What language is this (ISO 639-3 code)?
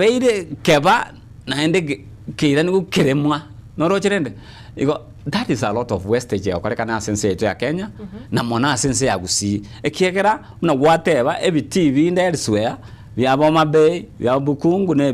guz